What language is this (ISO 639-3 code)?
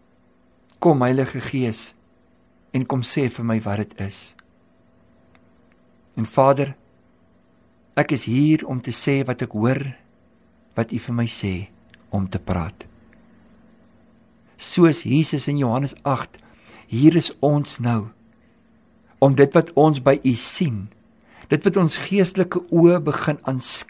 afr